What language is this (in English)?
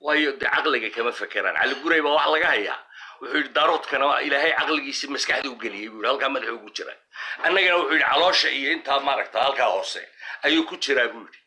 Somali